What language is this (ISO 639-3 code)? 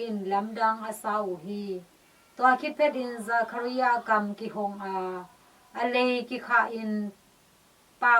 ctd